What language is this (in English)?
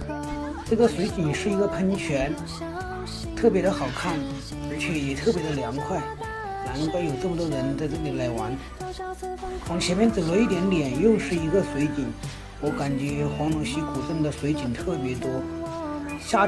Chinese